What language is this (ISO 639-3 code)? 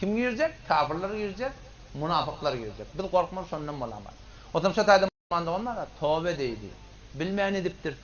tuk